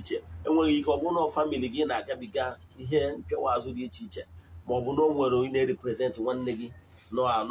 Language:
Igbo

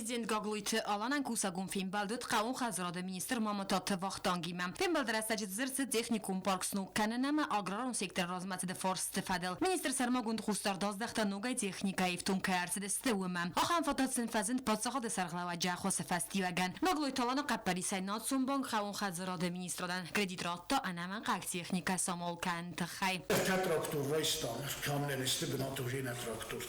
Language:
Ossetic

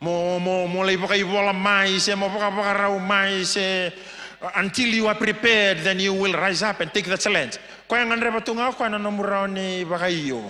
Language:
Fijian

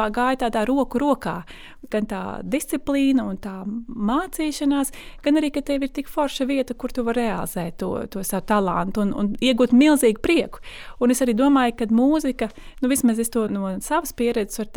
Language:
Latvian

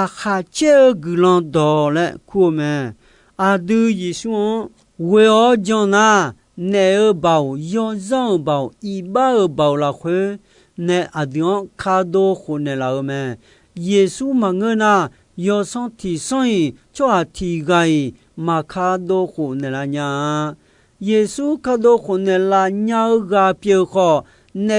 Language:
Akha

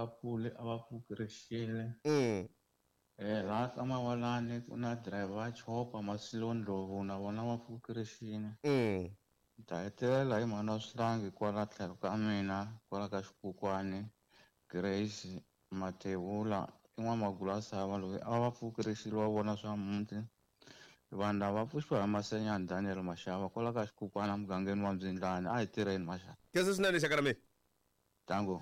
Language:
Tsonga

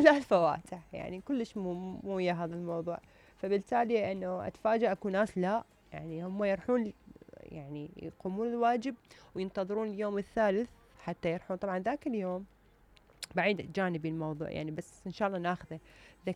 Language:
Mesopotamian Arabic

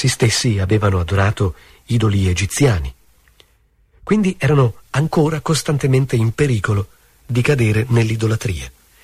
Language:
Italian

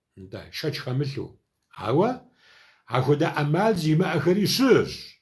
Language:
Kabardian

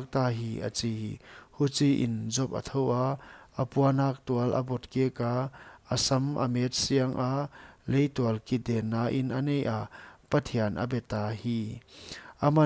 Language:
Paite Chin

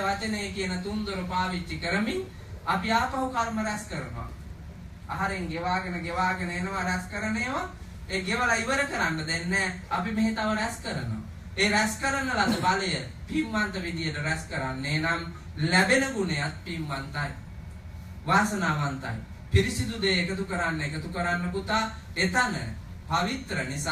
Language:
Sinhala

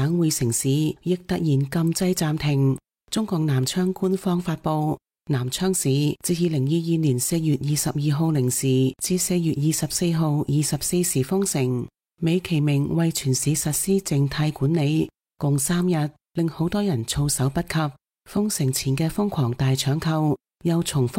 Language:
Cantonese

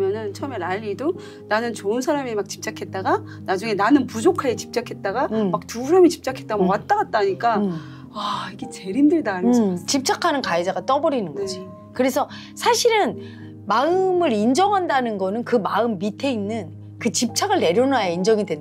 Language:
Korean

